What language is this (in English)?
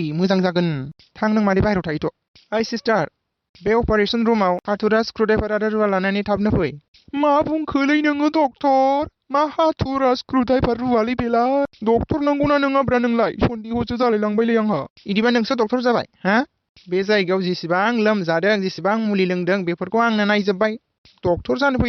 Bodo